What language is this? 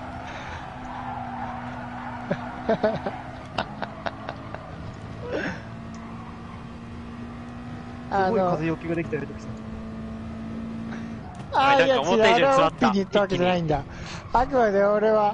Japanese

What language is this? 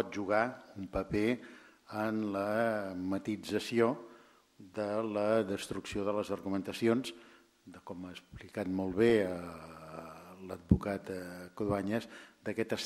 Catalan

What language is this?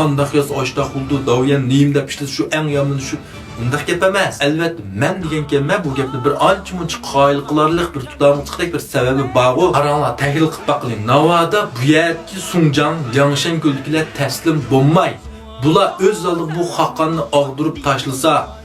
Uyghur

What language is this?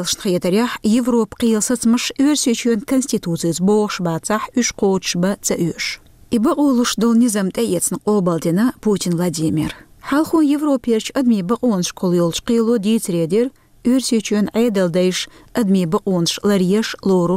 Chechen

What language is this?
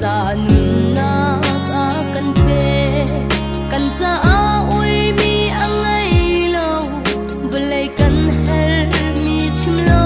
Falam Chin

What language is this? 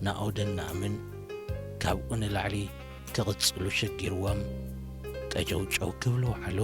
Tigrinya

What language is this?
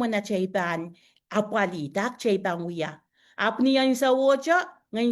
Pohnpeian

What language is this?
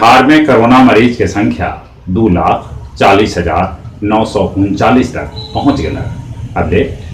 Magahi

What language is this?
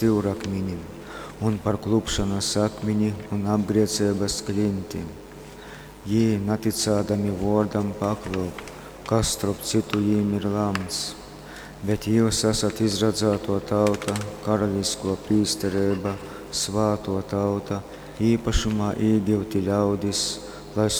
Latgalian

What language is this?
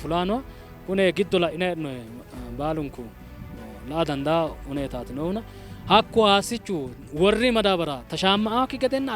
Sidamo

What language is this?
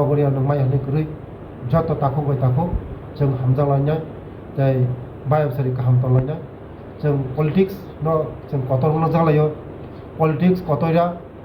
Kok Borok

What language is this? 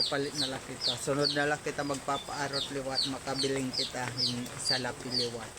Waray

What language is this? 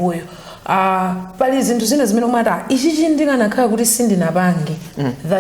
Nyanja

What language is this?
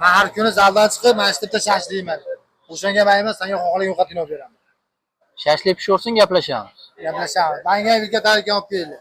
Uzbek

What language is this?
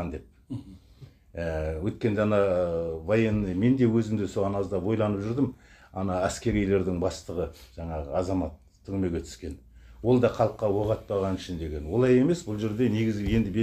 Kazakh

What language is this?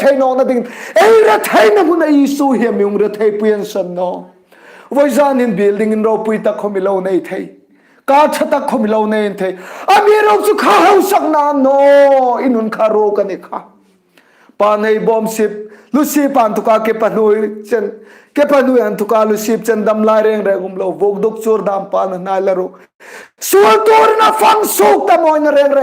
Hmar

